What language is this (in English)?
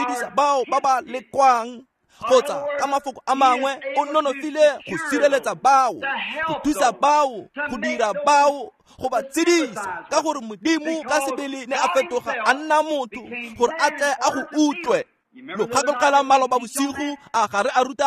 Tswana